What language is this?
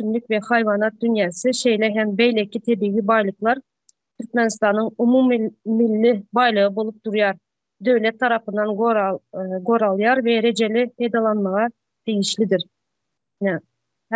Turkmen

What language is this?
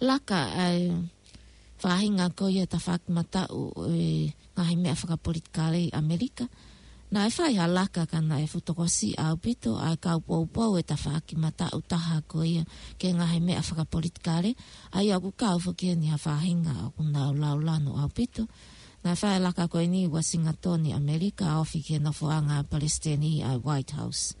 Tongan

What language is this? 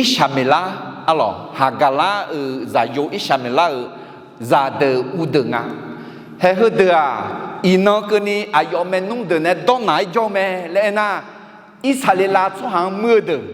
Akha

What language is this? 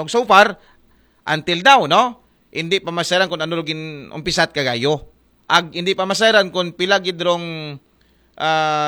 Aklanon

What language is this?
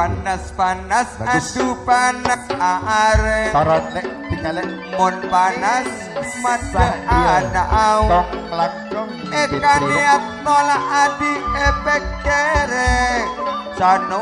Madurese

